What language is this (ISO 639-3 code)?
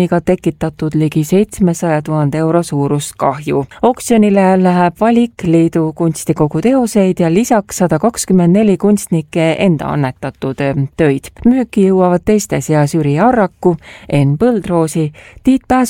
est